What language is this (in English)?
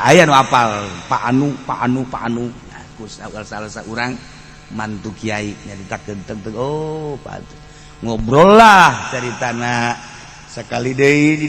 Sundanese